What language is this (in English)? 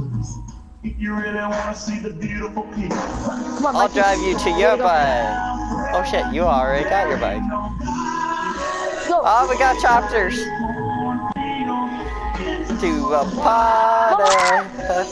English